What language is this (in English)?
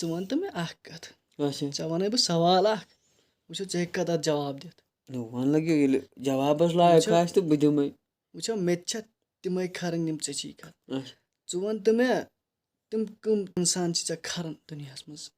Kashmiri